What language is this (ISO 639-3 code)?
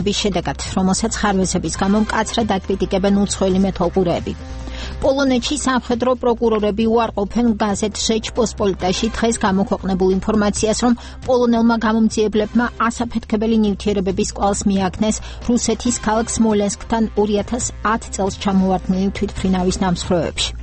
kat